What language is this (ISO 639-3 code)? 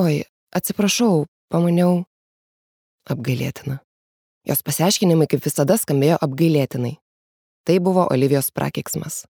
lit